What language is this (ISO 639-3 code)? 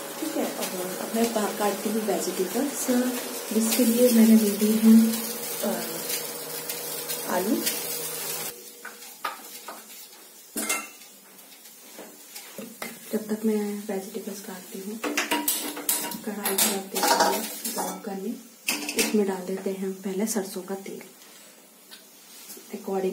hin